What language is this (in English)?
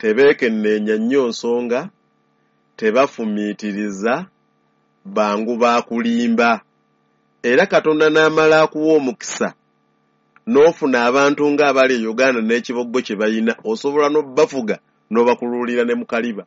Ganda